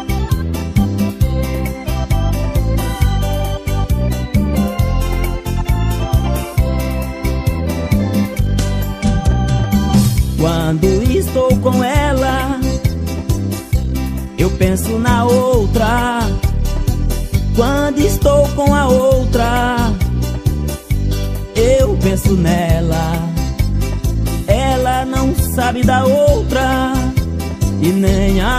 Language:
Portuguese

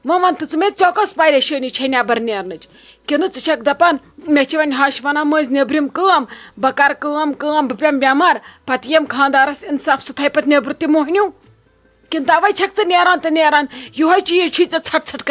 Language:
Kashmiri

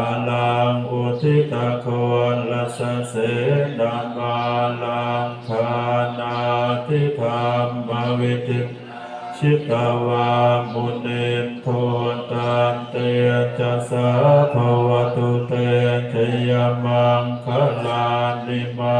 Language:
Pali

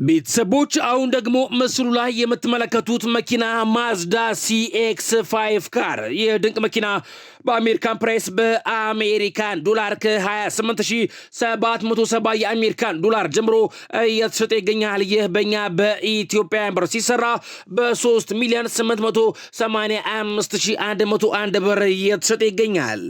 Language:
Amharic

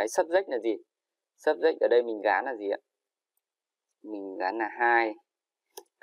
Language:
Vietnamese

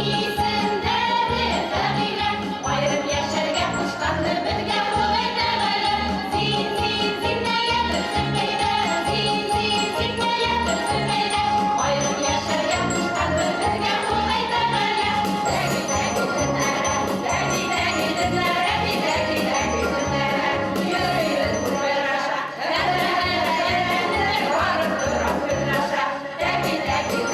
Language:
Bashkir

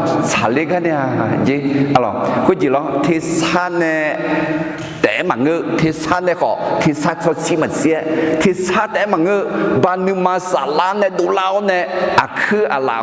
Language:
Akha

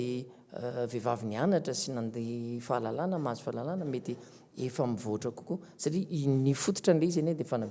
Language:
Malagasy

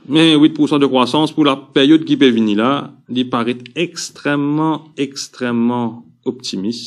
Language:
Morisyen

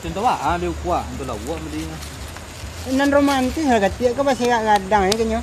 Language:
Minangkabau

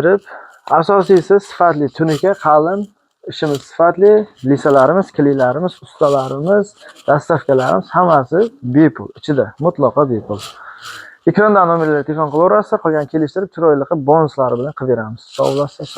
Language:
Uzbek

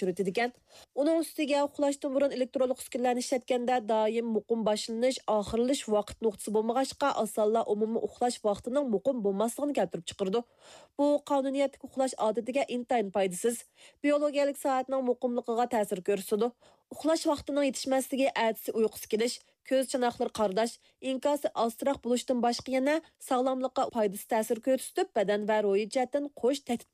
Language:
Uyghur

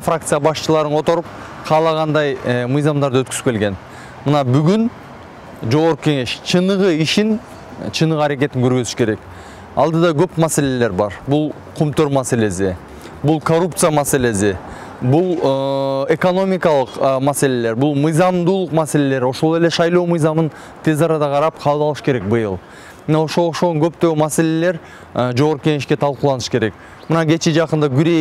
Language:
Kyrgyz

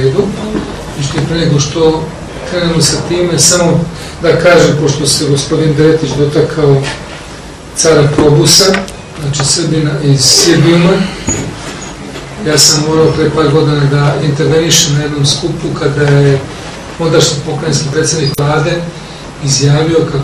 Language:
Serbian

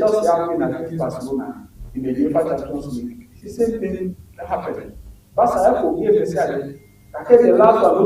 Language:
Ewe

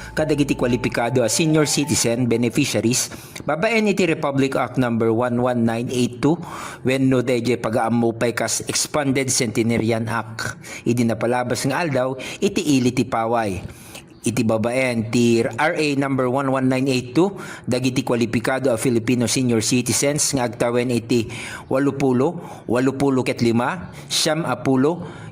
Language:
Iloko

